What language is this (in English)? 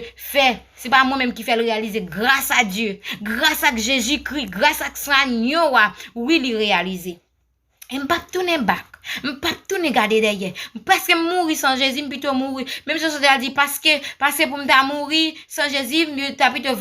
Haitian Creole